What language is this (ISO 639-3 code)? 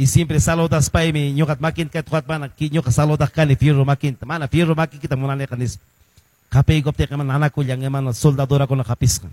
que